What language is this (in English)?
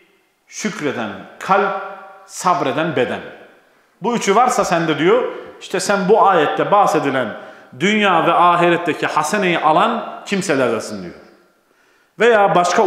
Turkish